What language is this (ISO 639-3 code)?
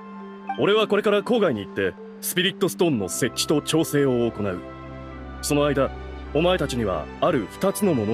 jpn